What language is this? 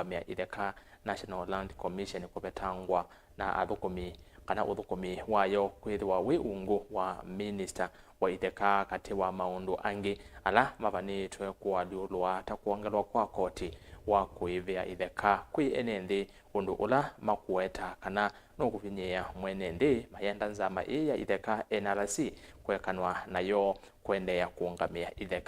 Kamba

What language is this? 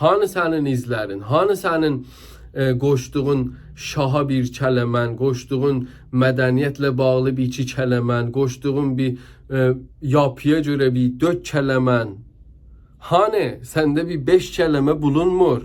South Azerbaijani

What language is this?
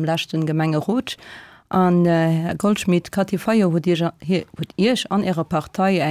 Luxembourgish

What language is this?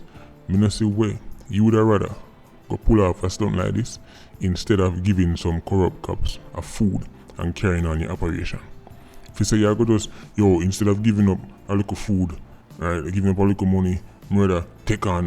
Jamaican Creole English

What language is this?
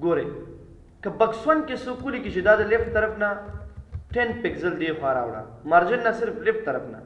Pashto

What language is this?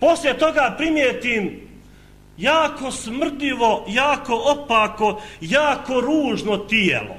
Bosnian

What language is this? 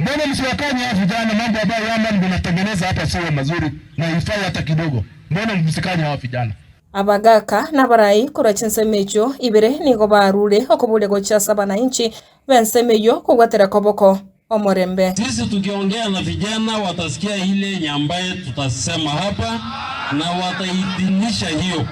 Gusii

